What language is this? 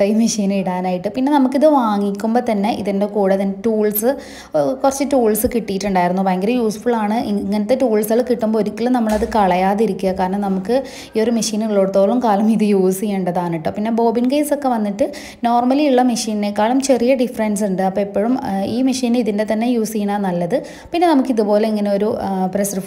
Malayalam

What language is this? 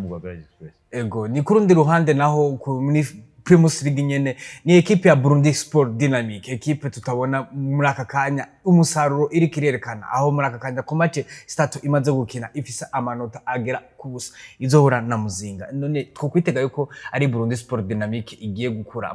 Rundi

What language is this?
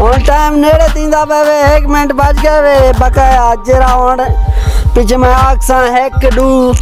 Saraiki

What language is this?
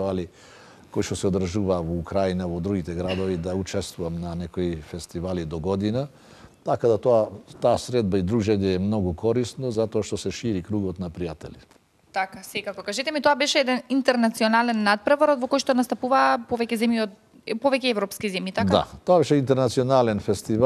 Macedonian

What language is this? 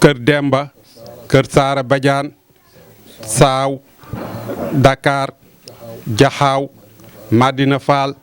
Wolof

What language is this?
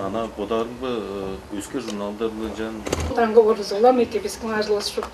Tuvinian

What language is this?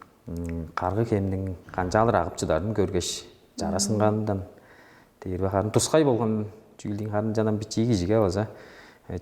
Tuvinian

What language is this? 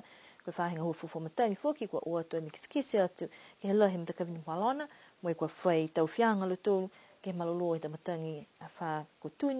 Niuean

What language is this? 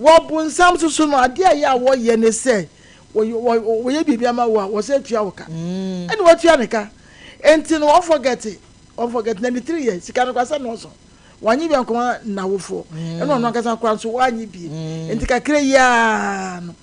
Akan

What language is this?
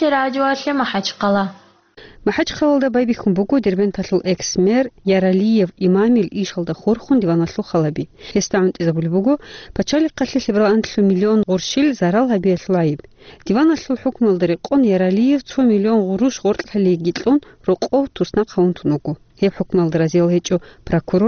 Avaric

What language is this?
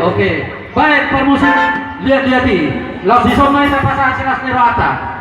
Batak Toba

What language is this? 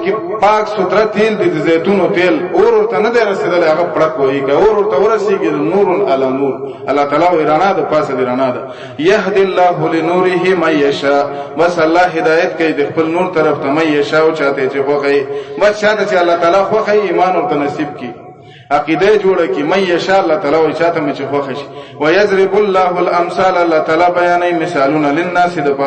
Pashto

